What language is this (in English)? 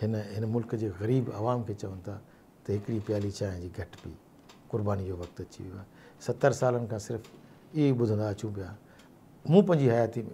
Sindhi